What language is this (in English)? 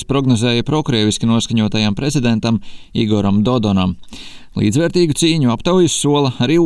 Latvian